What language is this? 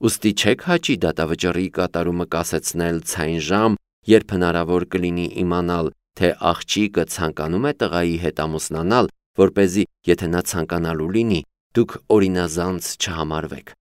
Armenian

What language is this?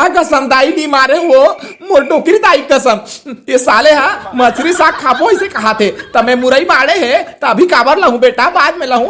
Chhattisgarhi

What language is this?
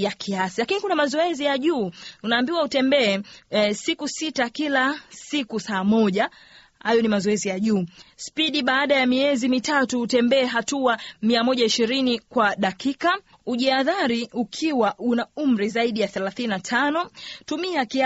Swahili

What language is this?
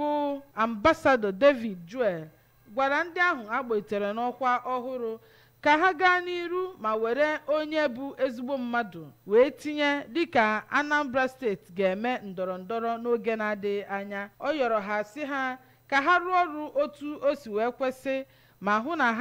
Igbo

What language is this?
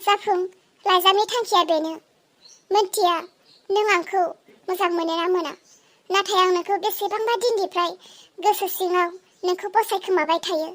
Bodo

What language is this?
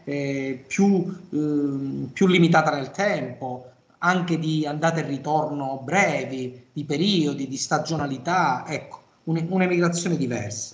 Italian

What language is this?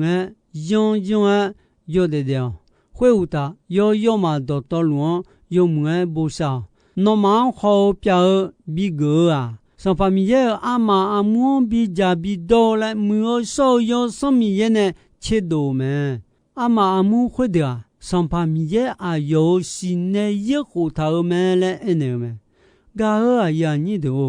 Akha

